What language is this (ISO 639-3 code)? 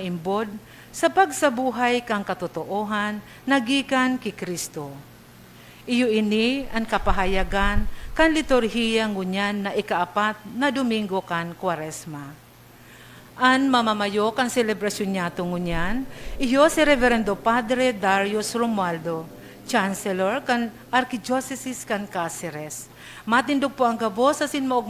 bik